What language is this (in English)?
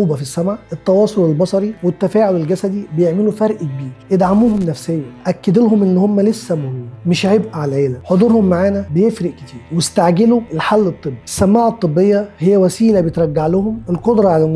Egyptian Arabic